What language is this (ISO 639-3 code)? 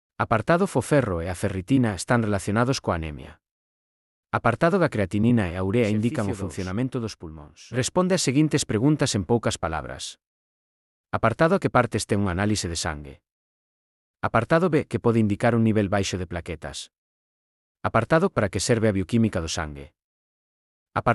glg